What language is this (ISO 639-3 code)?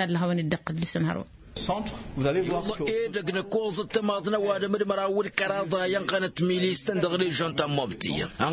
taq